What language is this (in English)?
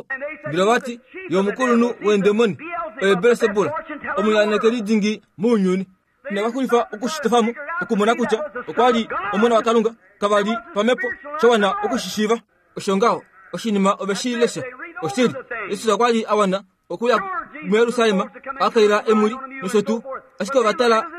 Kuanyama